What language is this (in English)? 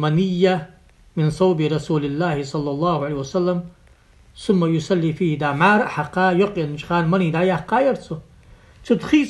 Ingush